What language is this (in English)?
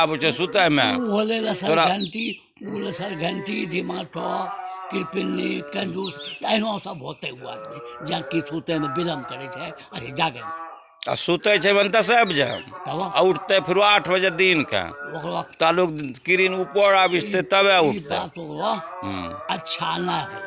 Angika